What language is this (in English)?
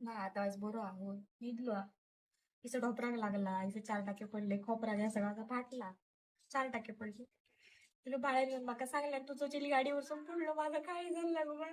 Konkani